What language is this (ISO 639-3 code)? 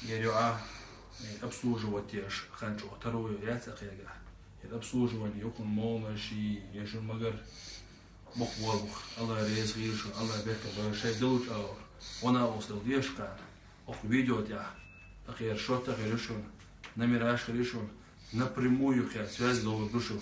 che